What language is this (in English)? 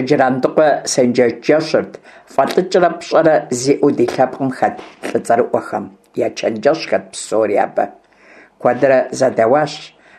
Kabardian